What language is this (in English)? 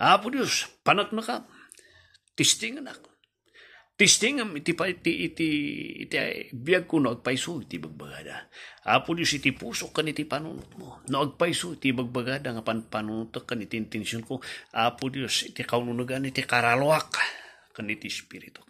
Iloko